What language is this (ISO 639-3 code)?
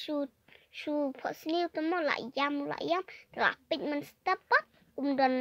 kha